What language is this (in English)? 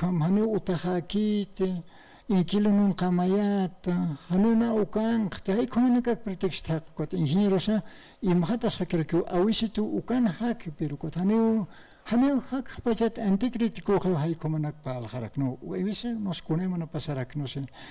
Aymara